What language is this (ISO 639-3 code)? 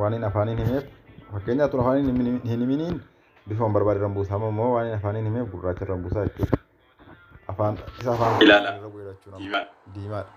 orm